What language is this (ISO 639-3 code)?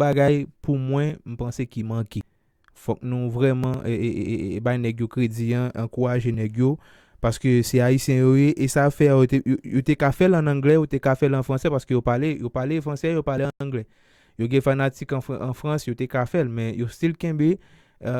hat